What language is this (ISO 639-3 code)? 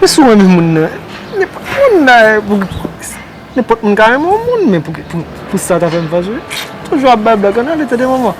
hat